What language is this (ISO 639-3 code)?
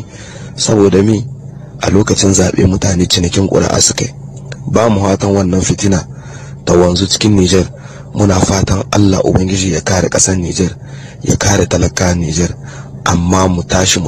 hau